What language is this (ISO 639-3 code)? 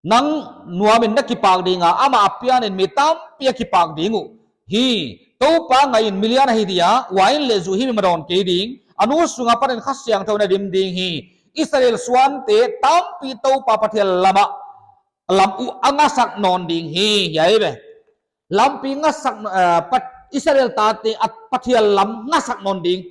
pck